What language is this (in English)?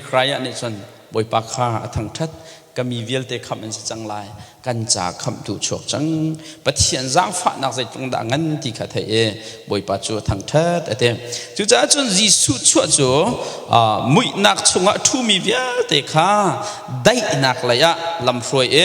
Hakha Chin